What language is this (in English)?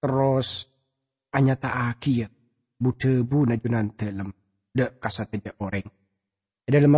Madurese